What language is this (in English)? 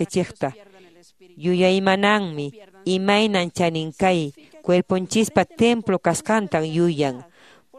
Quechua